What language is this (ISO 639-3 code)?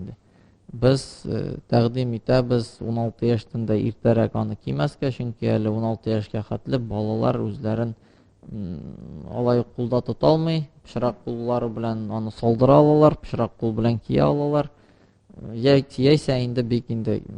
tat